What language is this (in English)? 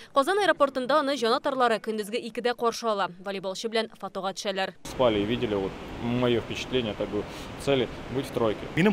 Tatar